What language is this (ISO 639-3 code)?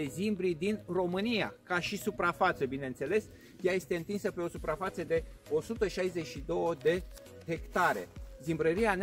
ron